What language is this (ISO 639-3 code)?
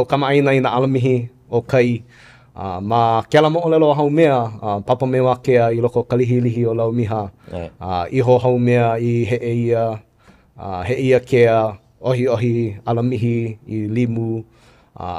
haw